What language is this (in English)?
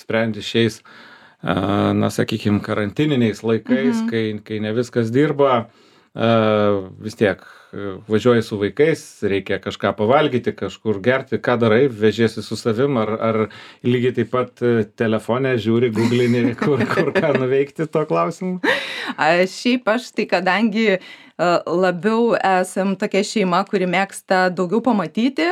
Lithuanian